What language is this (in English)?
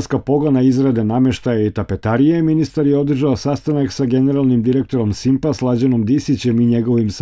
Serbian